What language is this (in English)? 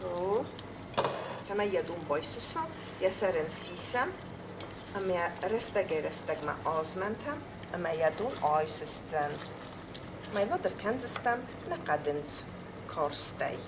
Ossetic